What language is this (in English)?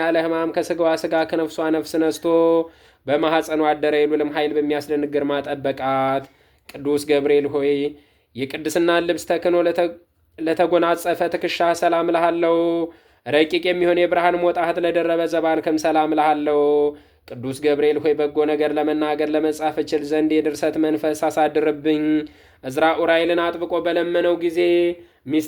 Amharic